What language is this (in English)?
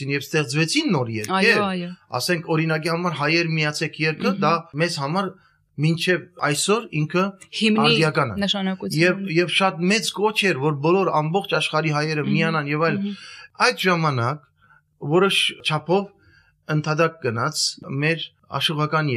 Armenian